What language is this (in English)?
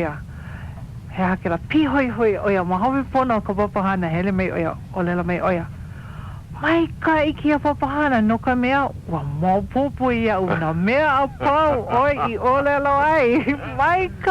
Hawaiian